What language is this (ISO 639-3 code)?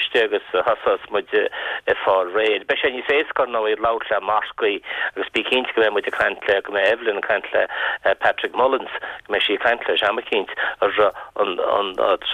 gle